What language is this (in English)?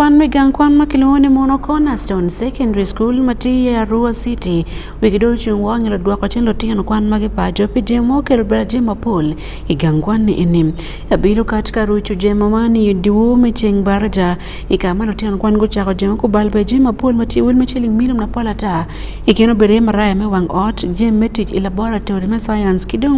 Acoli